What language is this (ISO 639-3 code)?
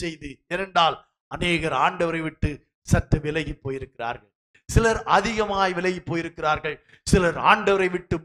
tam